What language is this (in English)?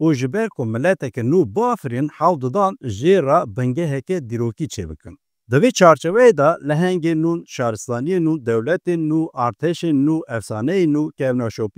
Kurdish